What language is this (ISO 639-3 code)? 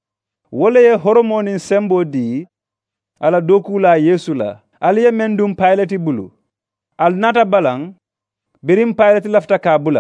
man